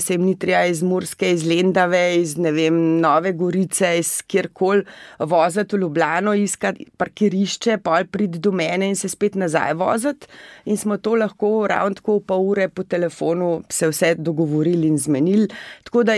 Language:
Slovenian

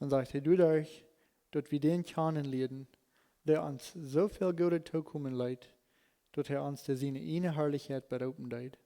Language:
Plautdietsch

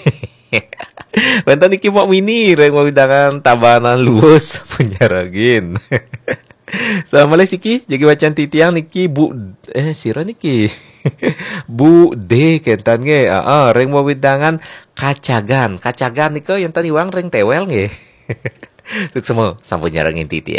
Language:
Balinese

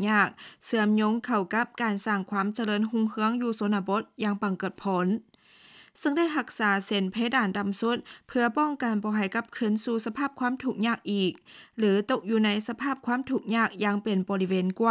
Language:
Lao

